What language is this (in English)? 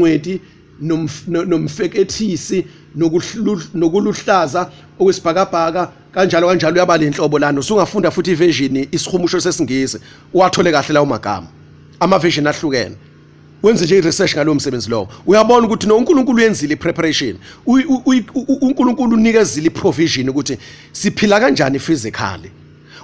Zulu